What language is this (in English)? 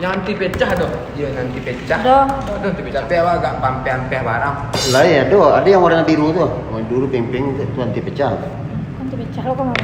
Minangkabau